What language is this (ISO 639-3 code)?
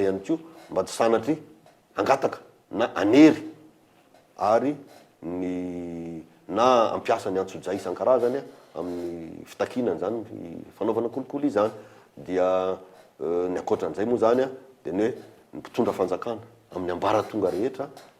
mlg